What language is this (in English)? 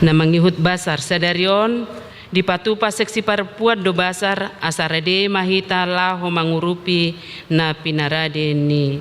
Batak Toba